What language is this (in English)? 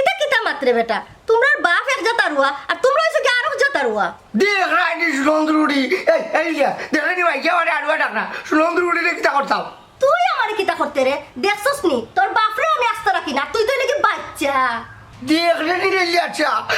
Sylheti